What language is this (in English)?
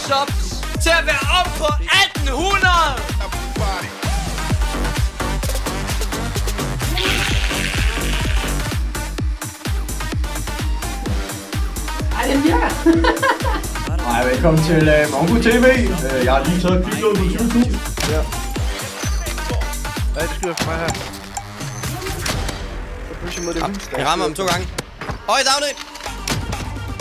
Danish